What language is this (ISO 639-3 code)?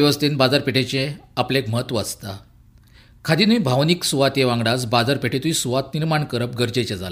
kok